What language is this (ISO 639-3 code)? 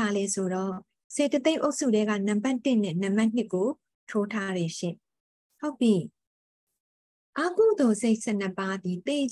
mya